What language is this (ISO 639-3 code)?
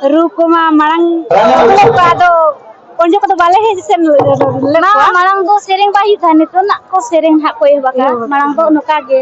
sat